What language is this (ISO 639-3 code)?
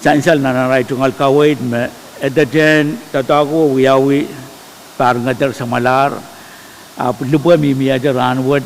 pon